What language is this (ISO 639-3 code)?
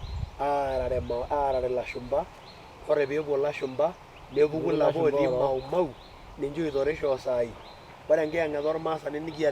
mas